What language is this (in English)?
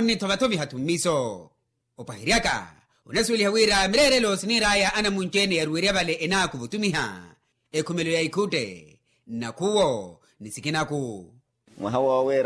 Makhuwa